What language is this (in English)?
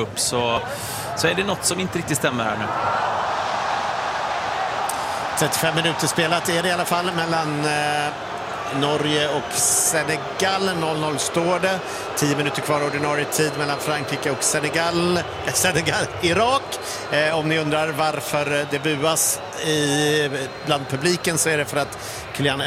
Swedish